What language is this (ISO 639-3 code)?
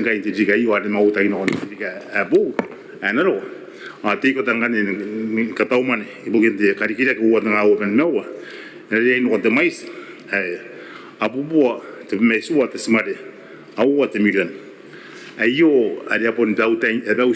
gil